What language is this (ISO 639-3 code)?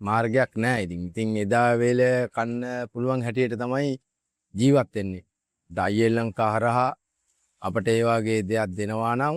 sin